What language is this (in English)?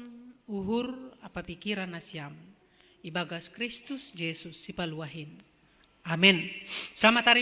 Batak Simalungun